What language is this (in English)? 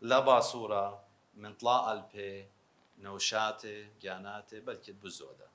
Assyrian Neo-Aramaic